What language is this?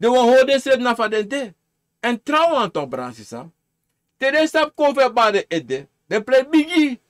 Sranan Tongo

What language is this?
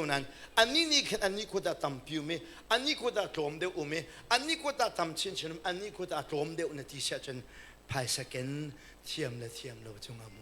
Hakha Chin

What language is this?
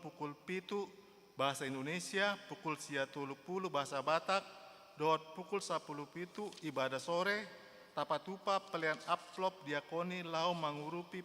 Batak Toba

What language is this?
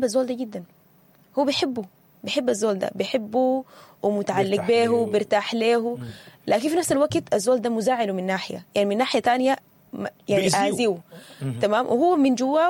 Sudanese Arabic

